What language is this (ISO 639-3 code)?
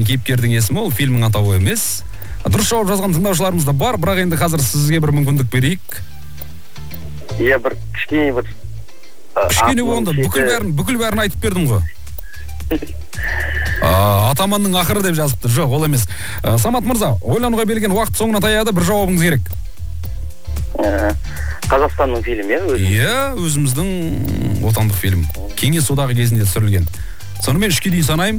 kaz